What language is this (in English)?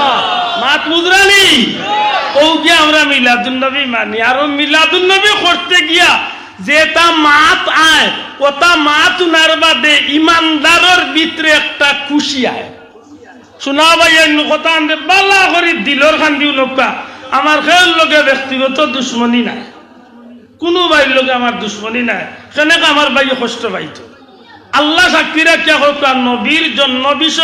Sylheti